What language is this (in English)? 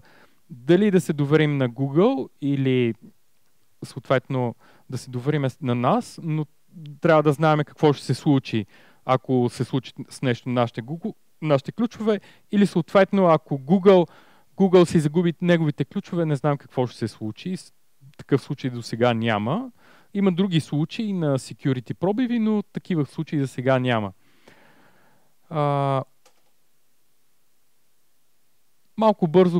Bulgarian